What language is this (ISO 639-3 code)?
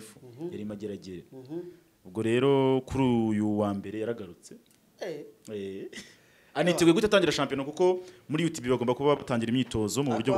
kin